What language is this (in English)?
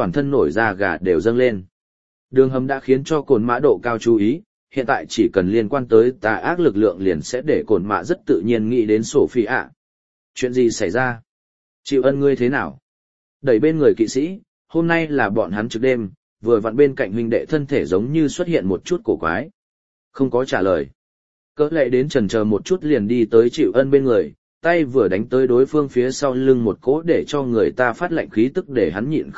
Vietnamese